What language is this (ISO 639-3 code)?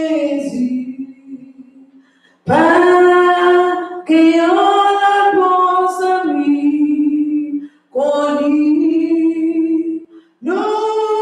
fra